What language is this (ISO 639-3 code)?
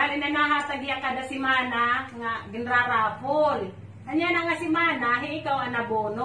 war